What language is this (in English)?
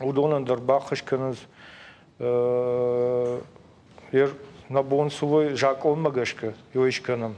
Ossetic